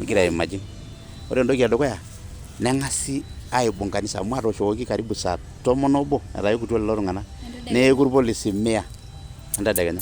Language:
Masai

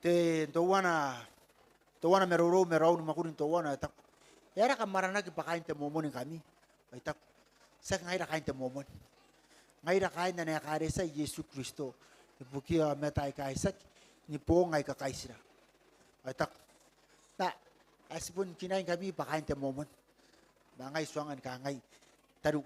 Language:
Gilbertese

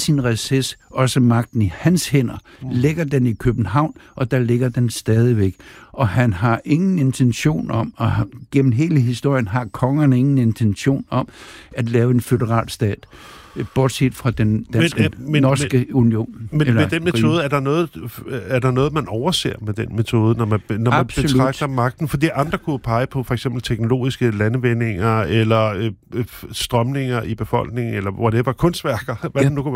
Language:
Danish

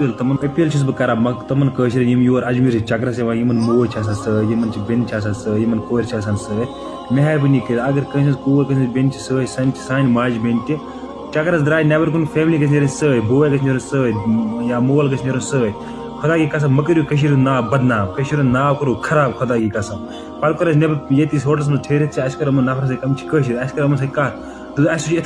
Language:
Kashmiri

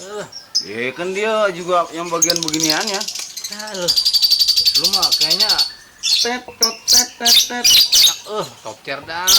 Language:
Betawi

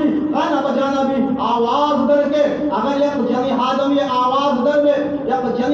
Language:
Baluchi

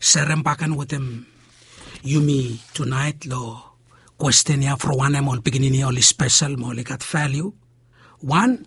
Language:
Bislama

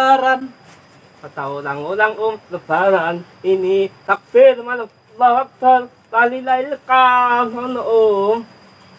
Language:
Betawi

